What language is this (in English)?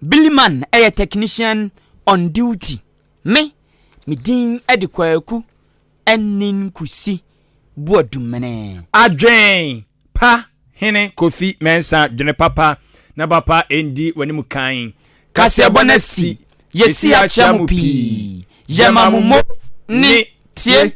Akan